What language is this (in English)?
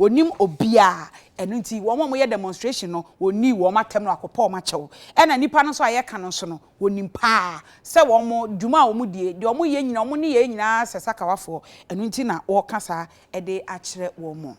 Akan